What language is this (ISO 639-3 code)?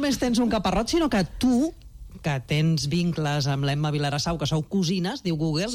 cat